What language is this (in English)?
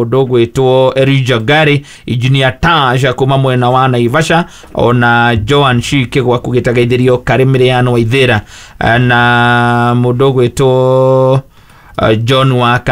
Kikuyu